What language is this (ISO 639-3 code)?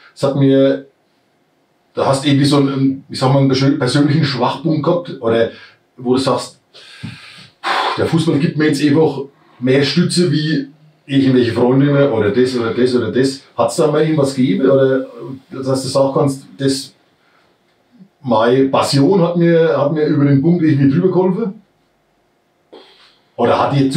deu